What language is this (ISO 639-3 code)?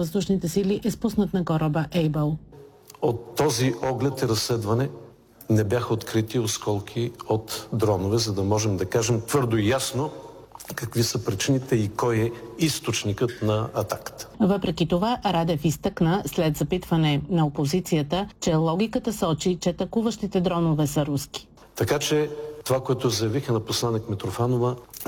bul